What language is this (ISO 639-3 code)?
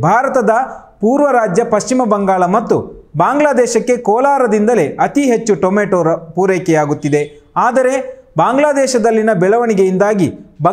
kan